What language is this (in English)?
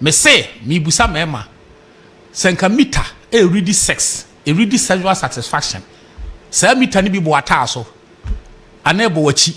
Akan